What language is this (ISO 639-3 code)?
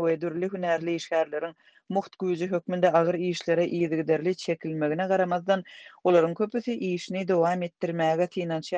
tuk